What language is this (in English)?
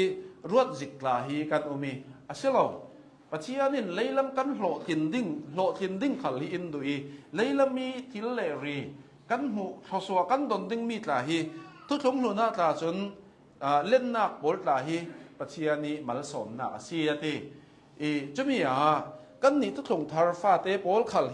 Hakha Chin